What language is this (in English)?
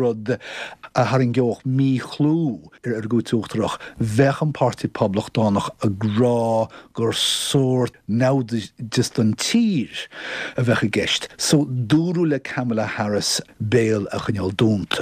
Irish